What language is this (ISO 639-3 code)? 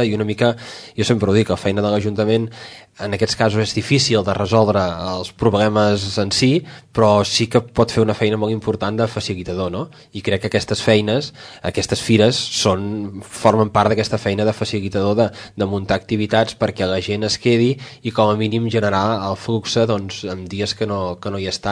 cat